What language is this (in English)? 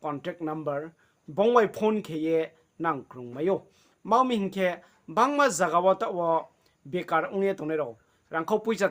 Riang (India)